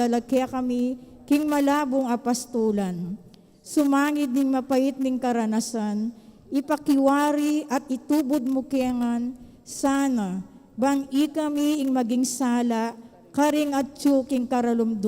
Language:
Pampanga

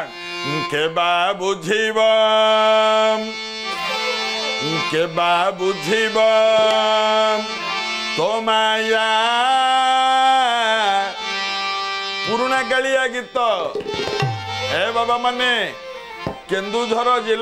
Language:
Odia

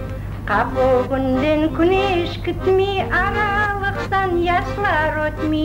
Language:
Crimean Tatar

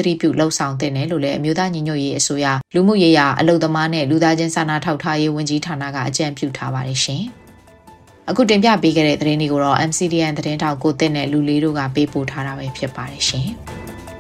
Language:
Burmese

